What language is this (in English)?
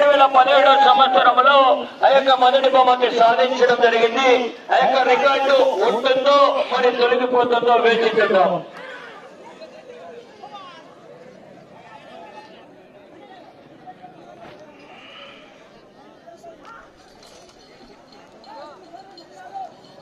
Telugu